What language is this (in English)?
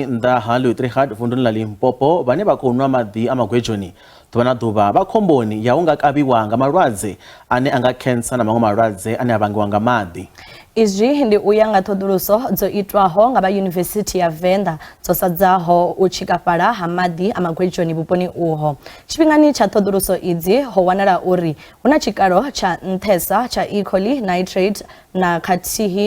Venda